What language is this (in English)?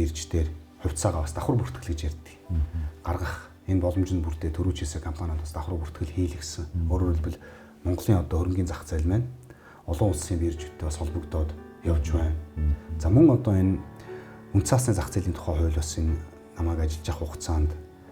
Mongolian